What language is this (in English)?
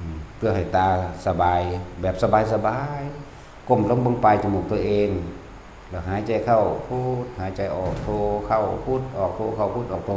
Northeastern Thai